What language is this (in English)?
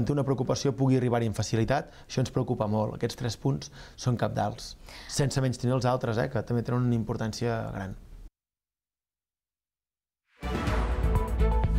Catalan